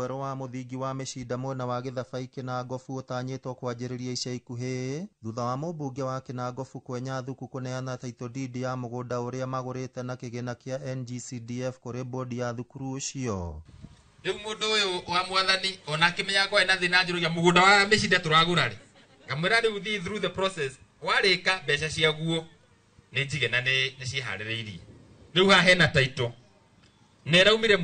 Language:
Kikuyu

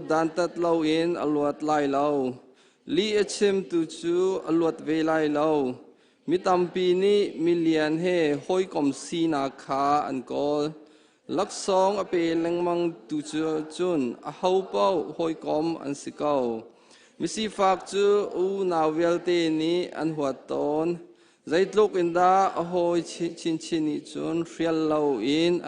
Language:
Hakha Chin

